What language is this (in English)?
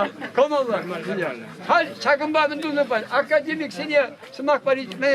Chuvash